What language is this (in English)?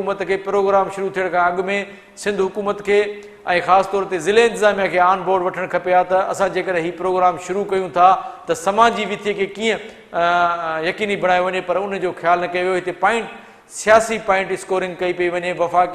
Sindhi